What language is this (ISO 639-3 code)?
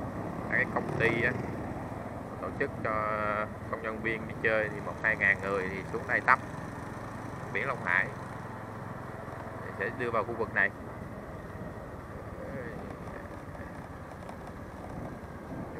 vie